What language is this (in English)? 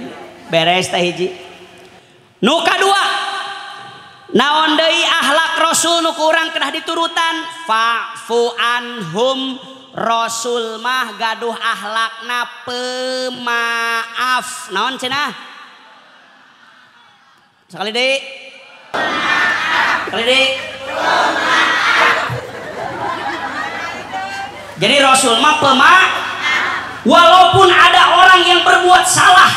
Sundanese